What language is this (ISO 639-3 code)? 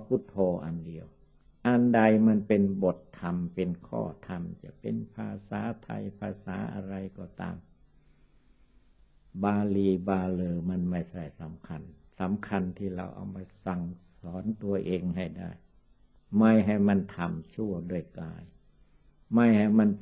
tha